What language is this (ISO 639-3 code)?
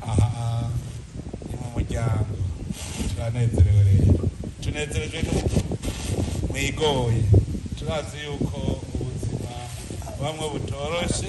run